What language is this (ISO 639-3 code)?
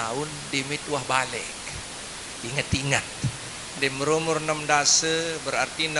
sas